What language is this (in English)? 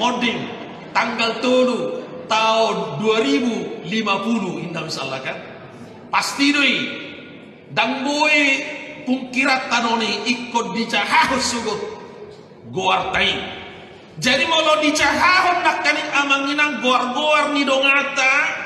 Batak Toba